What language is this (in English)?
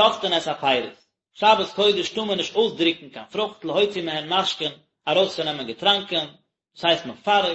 Yiddish